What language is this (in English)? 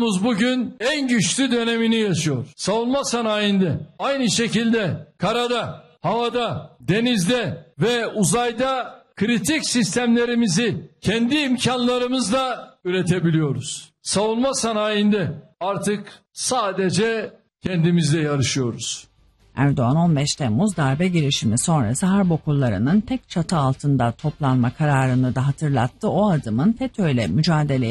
Turkish